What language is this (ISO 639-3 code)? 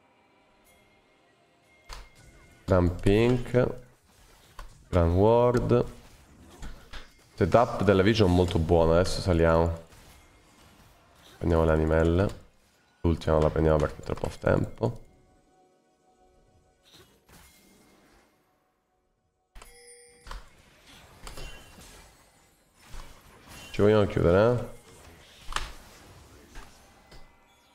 ita